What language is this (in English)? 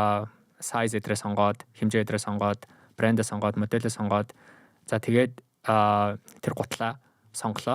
Mongolian